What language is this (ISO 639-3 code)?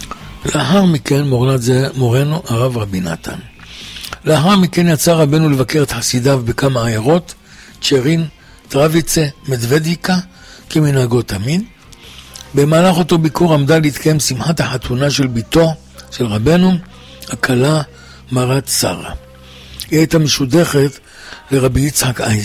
heb